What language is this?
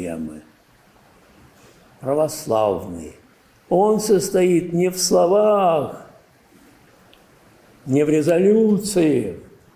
Russian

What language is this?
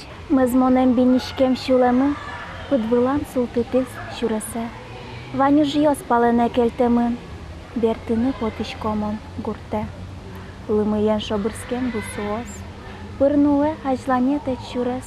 Udmurt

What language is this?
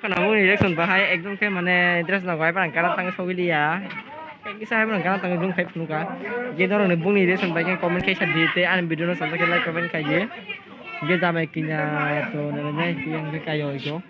Kok Borok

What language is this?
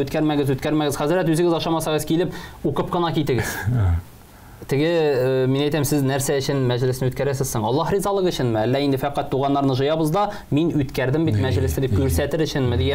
Tatar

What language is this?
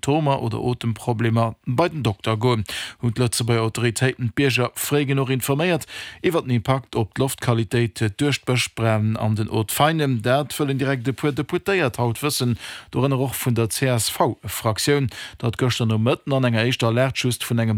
Luxembourgish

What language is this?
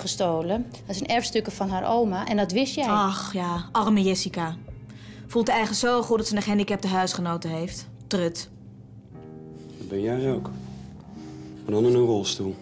Dutch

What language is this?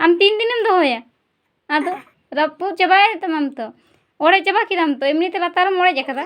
Santali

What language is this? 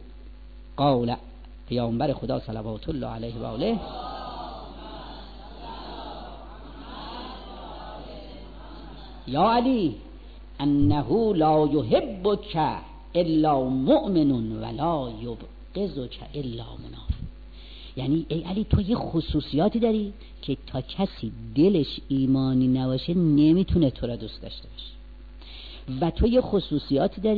Persian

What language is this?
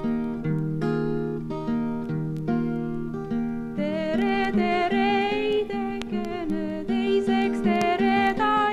Estonian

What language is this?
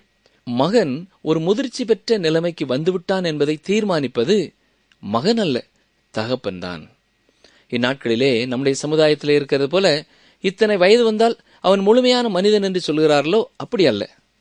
Tamil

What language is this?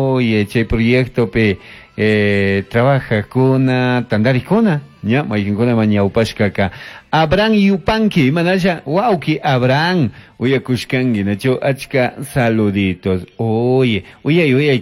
Chimborazo Highland Quichua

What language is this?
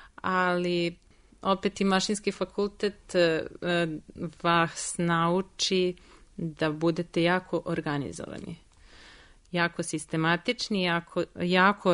Serbian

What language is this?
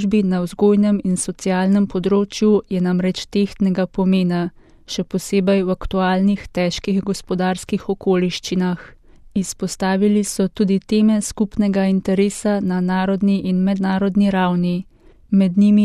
Slovenian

